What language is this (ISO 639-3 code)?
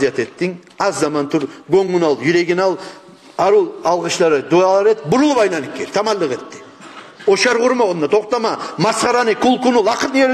kum